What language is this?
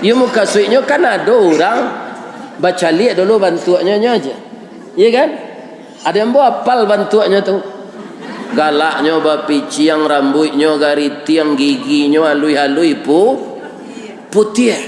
Minangkabau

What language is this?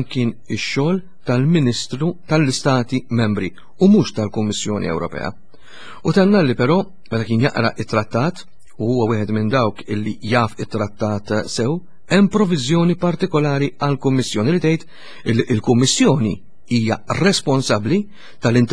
Maltese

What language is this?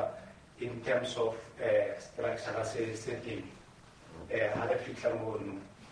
Southern Sotho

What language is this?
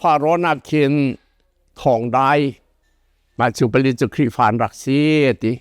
Hakha Chin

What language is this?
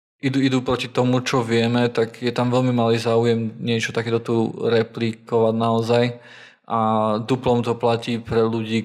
Slovak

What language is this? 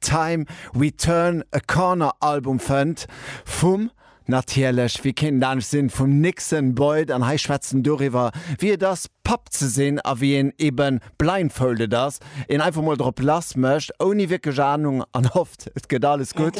Luxembourgish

